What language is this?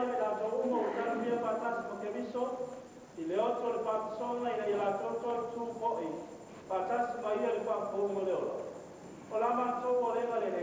Samoan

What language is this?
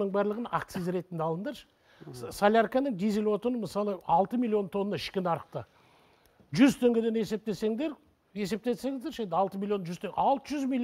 Kazakh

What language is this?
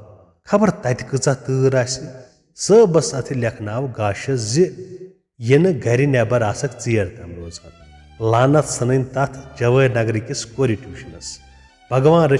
Kashmiri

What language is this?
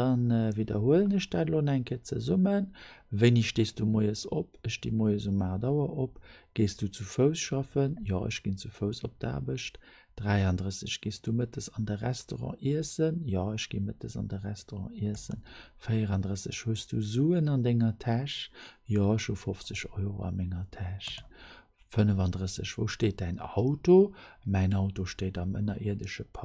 Luxembourgish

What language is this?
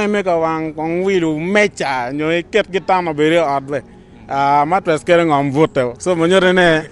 Acoli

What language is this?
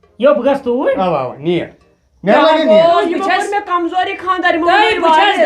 Kashmiri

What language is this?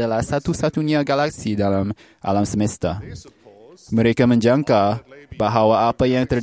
Malay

